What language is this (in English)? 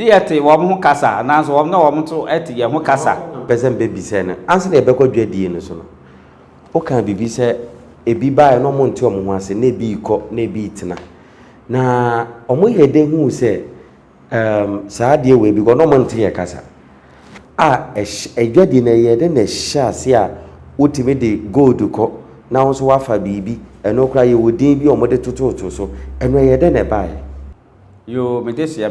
Akan